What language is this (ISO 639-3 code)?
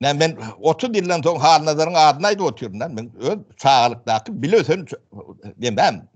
tuk